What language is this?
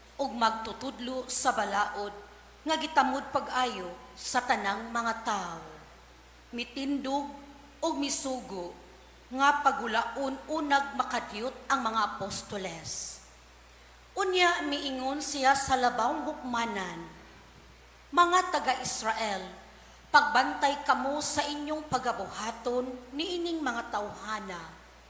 Cebuano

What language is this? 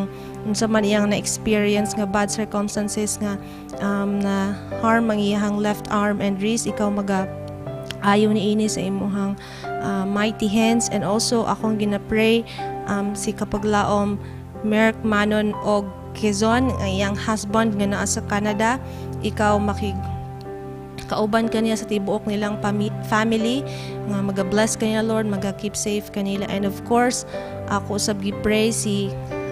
Cebuano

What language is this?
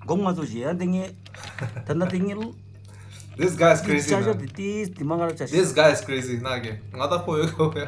Tibetan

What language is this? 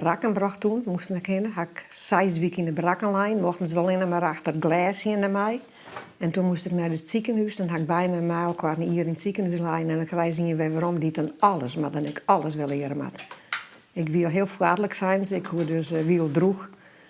Western Frisian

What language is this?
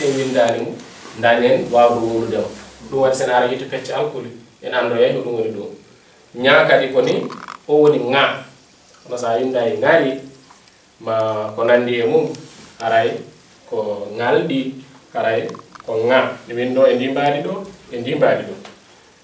Fula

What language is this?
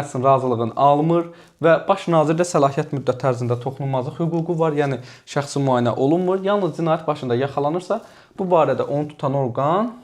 Azerbaijani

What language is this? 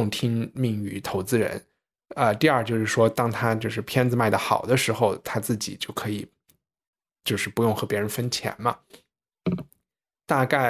Chinese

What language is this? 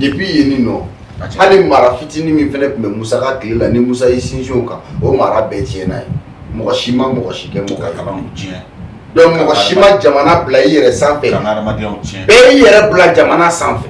Bambara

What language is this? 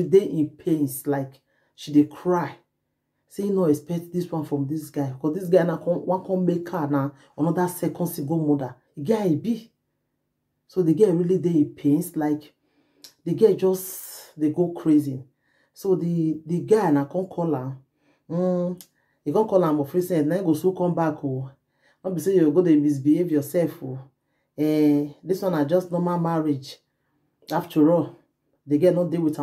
Nigerian Pidgin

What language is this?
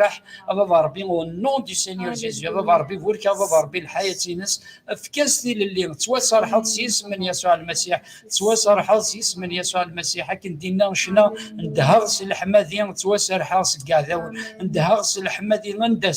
Kabyle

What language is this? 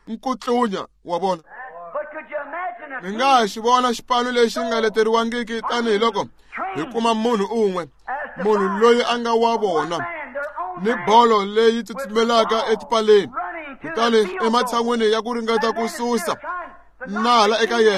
Tsonga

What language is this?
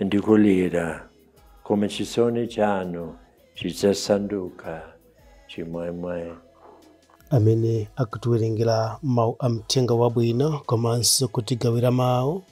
Nyanja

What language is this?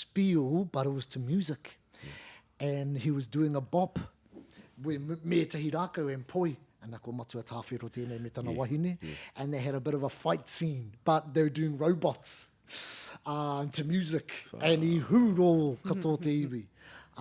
Māori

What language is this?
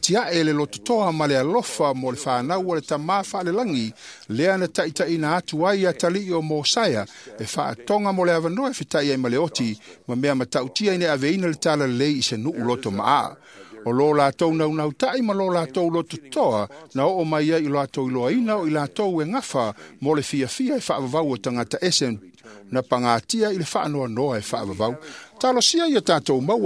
Samoan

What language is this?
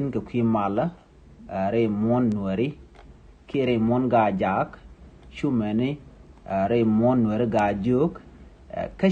Nuer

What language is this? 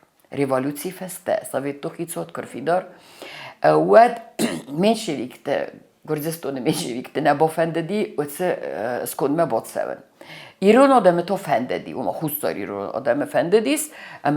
Ossetic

